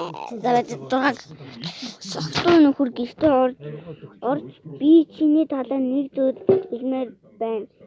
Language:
Mongolian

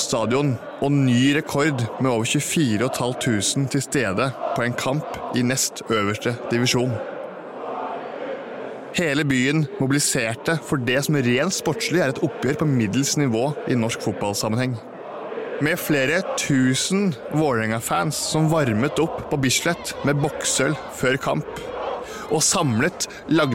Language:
Norwegian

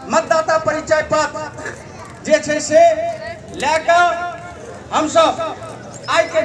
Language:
Maithili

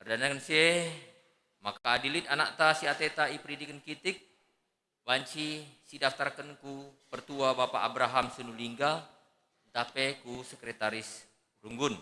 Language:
Batak Karo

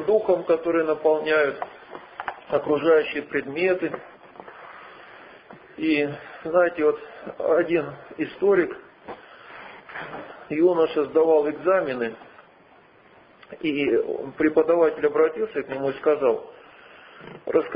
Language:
Russian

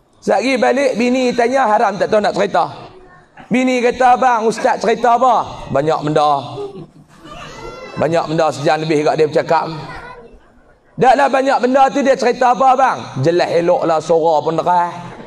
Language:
Malay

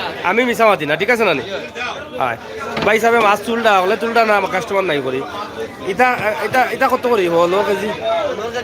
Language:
Sylheti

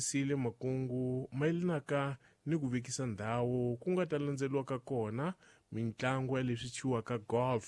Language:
Tsonga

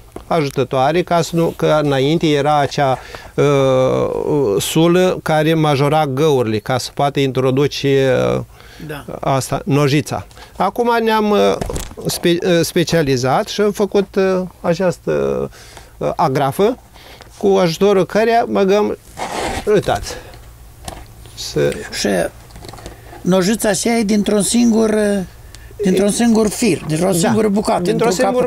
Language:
Romanian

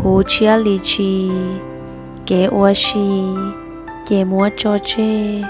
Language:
Hmong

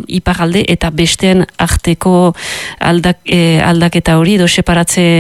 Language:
Basque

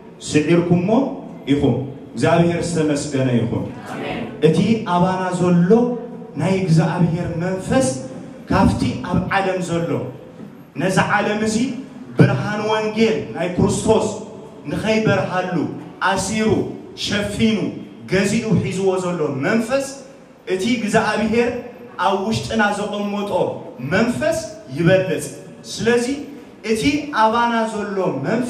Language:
Tigrinya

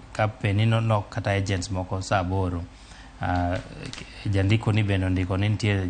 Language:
Luo (Kenya and Tanzania)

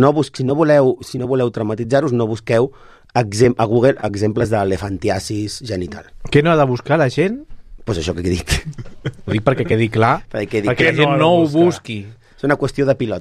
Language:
Catalan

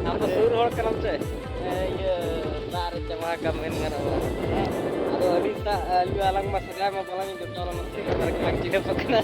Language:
Santali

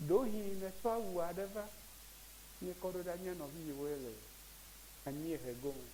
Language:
Ewe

